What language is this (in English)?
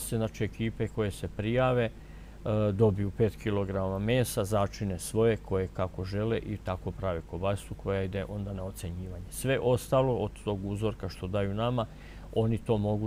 Serbian